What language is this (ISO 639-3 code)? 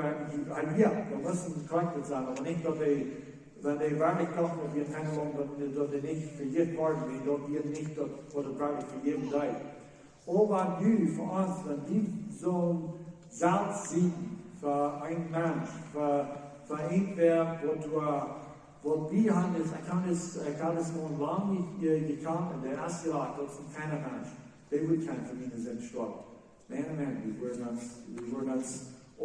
pdt